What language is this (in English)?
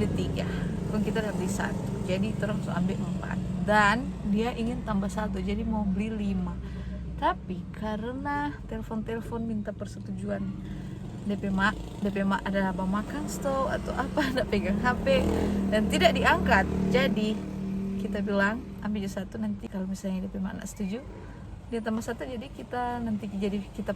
Manado Malay